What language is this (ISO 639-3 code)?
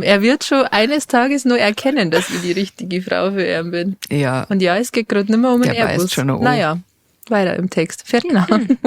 bar